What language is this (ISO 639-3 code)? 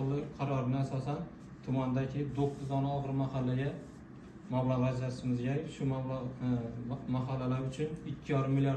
uzb